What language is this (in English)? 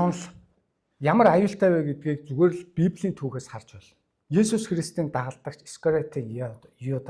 Mongolian